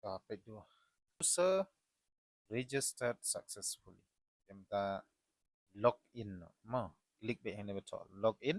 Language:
Khasi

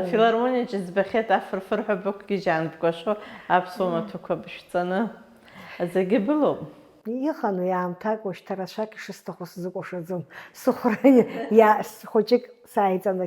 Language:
Abkhazian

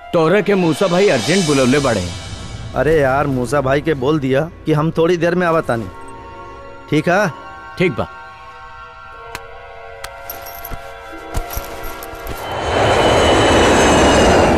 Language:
Bhojpuri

